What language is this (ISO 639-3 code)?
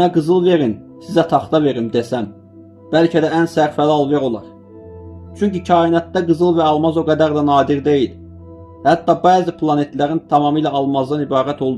aze